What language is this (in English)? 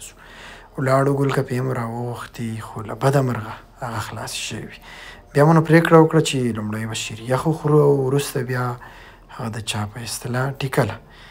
Pashto